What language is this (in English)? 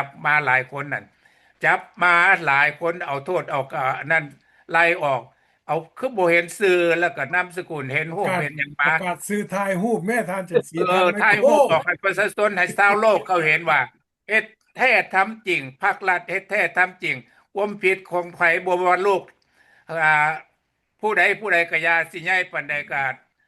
Lao